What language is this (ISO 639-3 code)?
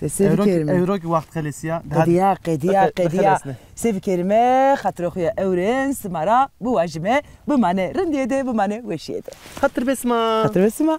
zza